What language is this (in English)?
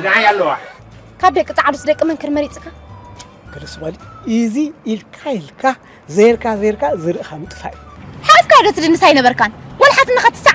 Tigrinya